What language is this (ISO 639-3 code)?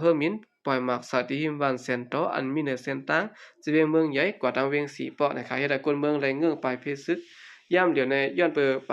shn